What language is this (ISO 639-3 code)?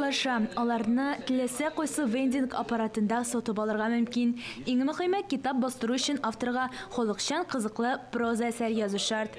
tat